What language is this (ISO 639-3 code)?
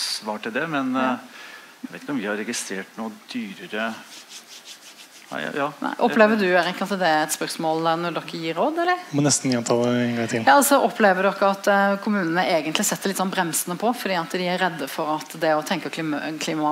nor